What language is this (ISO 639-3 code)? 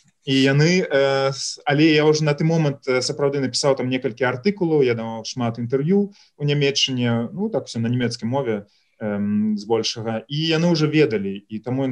bel